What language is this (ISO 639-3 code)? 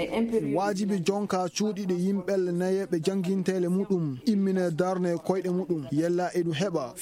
ful